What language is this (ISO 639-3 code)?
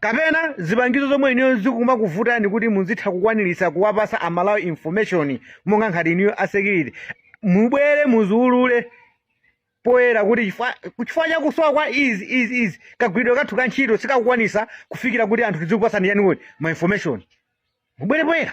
nya